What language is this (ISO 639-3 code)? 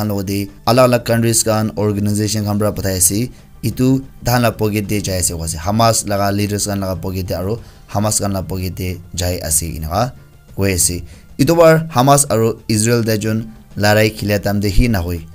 nag